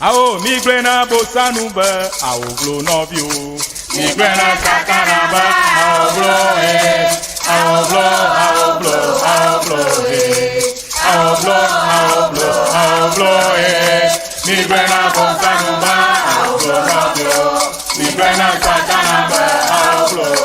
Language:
Ewe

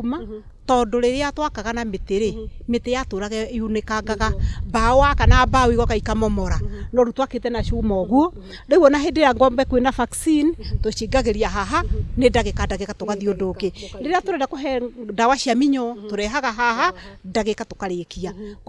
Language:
Kikuyu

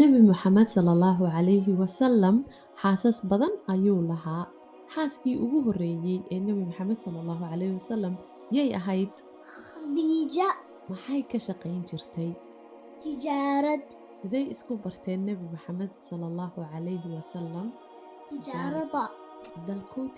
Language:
Somali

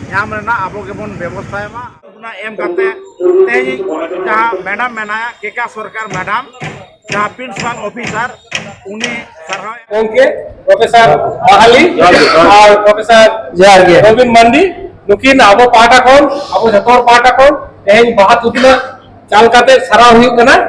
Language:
Santali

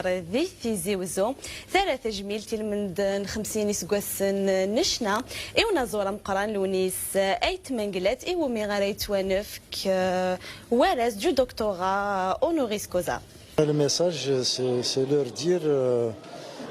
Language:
Kabyle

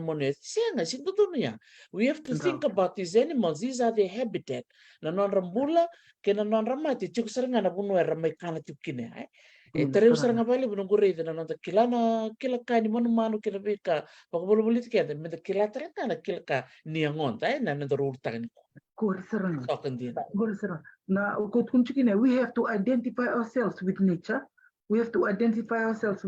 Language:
Fijian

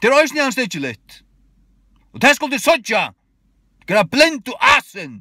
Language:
Faroese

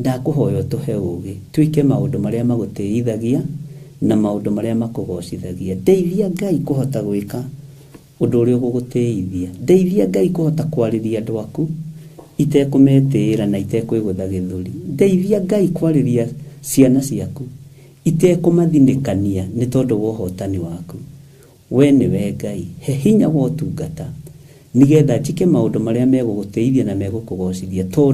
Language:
Kikuyu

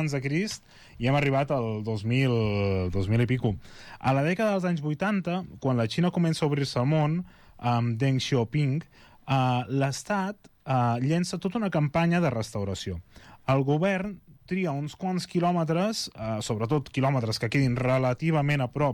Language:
Catalan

